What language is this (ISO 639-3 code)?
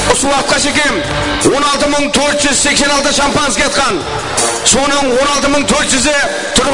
kaa